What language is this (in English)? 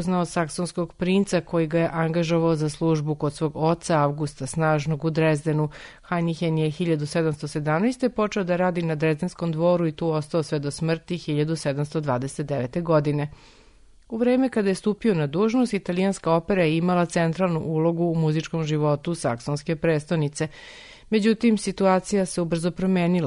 Serbian